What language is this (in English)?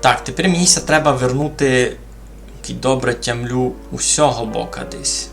Rusyn